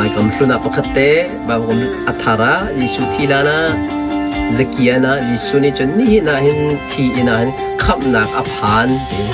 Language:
Hakha Chin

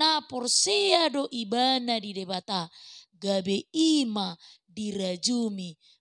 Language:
Batak Toba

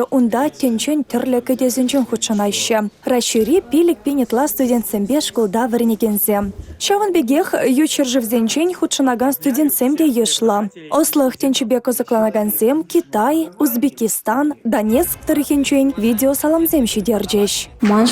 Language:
Chuvash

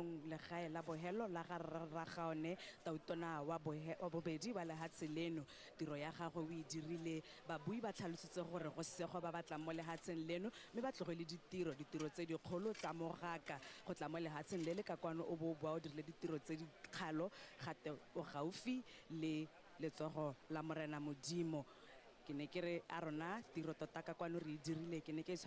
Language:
Tswana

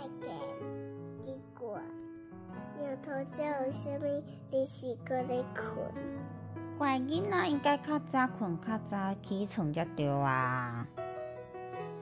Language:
Min Nan Chinese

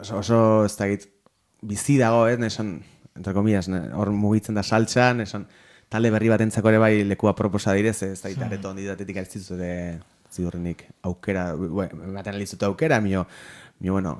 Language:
Basque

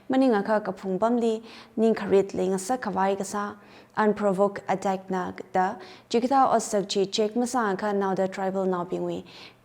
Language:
Tangkhul Naga (India)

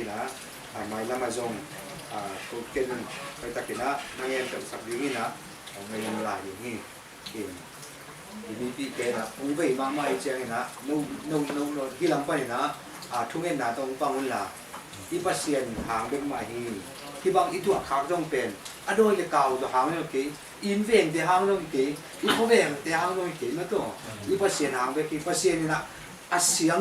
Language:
Tedim Chin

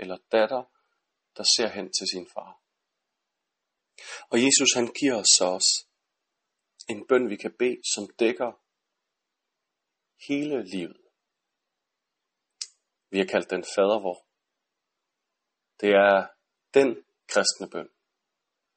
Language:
Danish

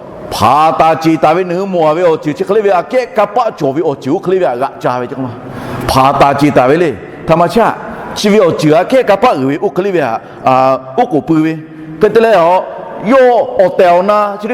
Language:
Lahu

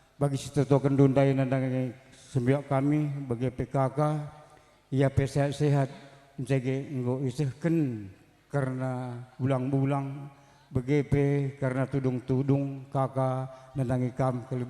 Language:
Batak Karo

